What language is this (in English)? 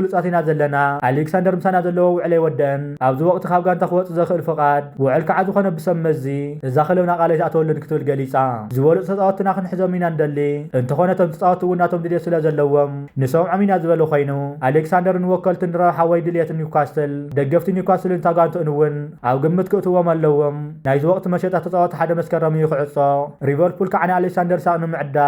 Tigrinya